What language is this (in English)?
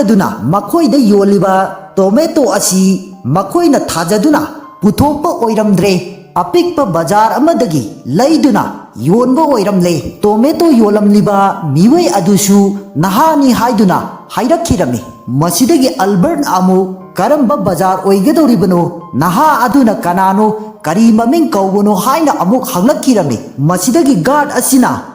Manipuri